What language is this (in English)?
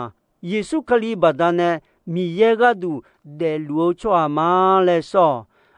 Akha